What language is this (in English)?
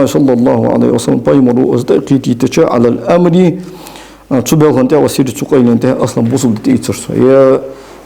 Ingush